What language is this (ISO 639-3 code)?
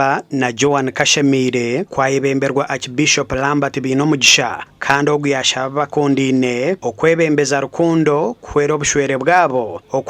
nyn